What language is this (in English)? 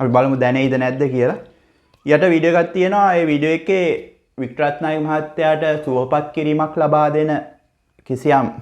Sinhala